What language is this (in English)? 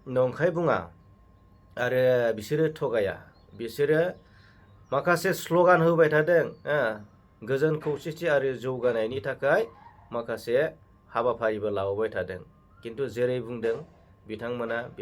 Bodo